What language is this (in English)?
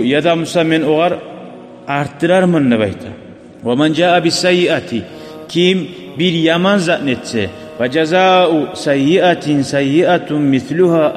Kumyk